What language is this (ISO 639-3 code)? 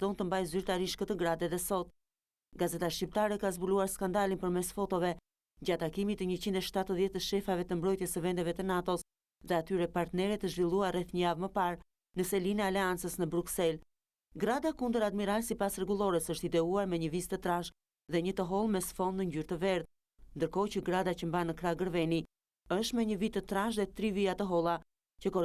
sqi